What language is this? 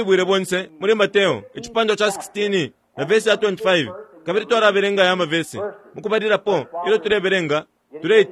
Bemba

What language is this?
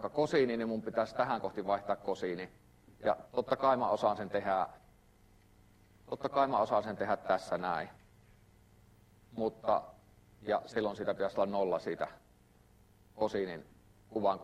Finnish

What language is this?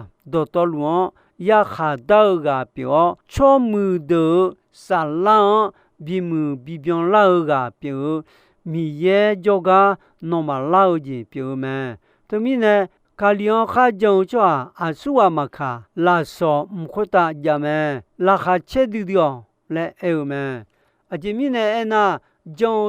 Akha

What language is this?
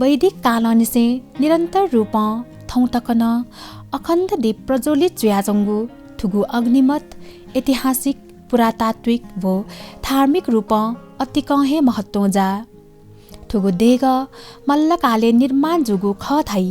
Newari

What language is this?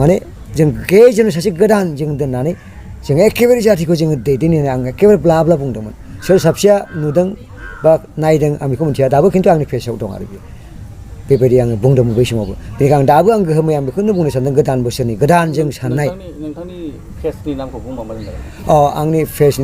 Bodo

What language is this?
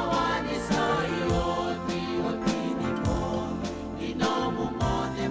Fijian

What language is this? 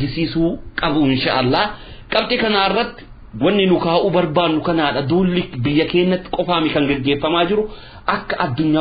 Oromo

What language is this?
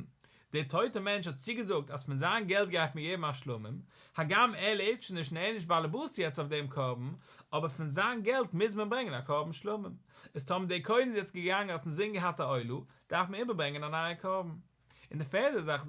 Yiddish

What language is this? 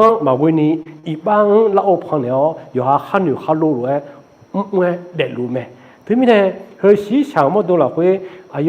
Akha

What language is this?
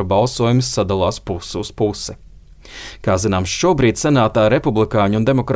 Latvian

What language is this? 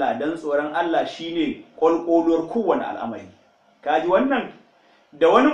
Hausa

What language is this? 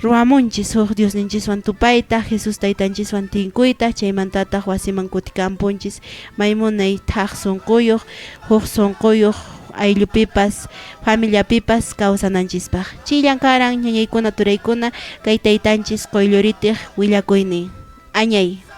Quechua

